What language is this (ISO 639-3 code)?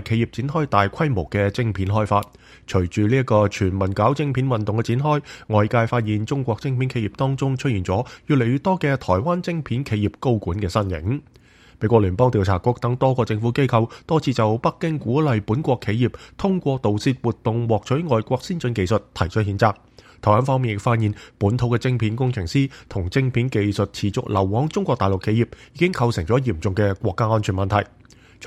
yue